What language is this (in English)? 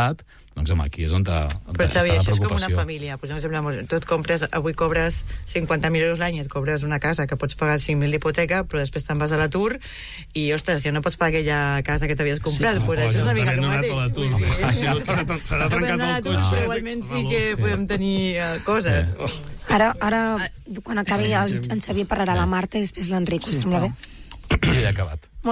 Catalan